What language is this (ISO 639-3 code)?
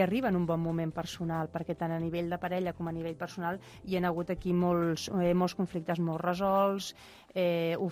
cat